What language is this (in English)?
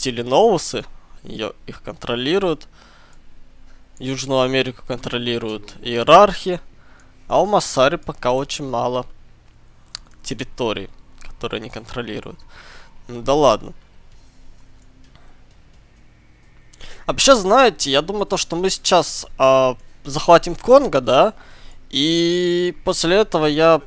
Russian